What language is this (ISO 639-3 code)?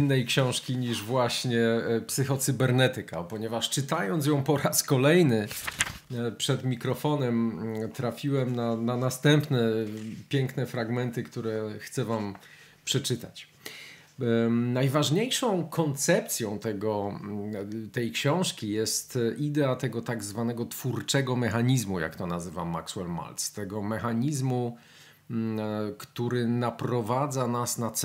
pol